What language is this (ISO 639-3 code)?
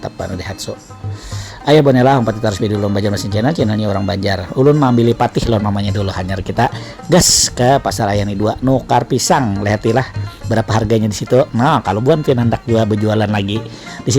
bjn